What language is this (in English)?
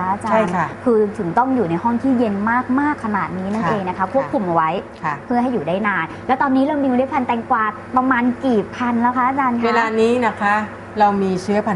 Thai